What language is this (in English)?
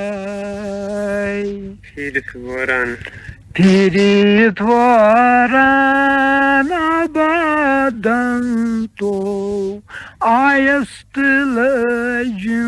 Kashmiri